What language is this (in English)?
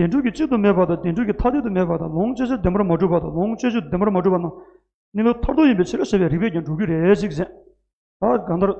Tibetan